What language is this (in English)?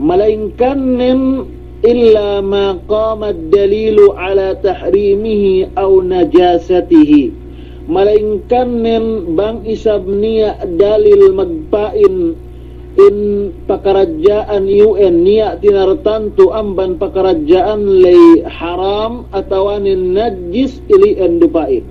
Yakan